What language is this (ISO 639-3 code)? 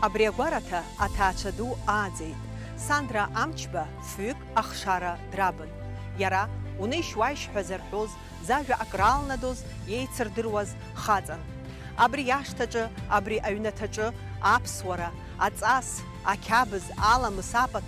abk